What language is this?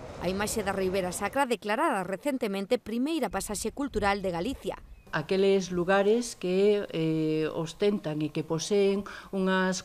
Galician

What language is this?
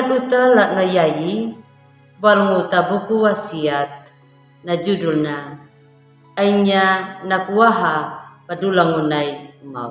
Anakalangu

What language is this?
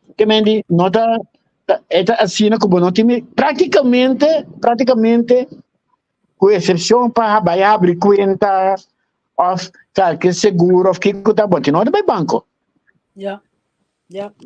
Papiamento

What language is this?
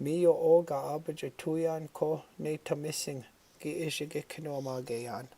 Chippewa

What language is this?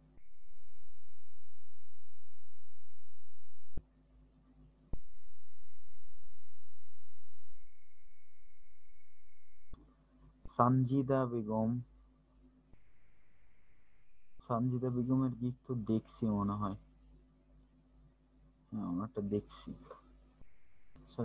Bangla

